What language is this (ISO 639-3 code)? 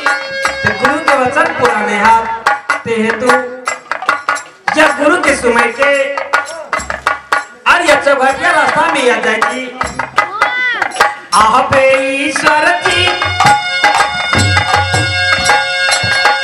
mai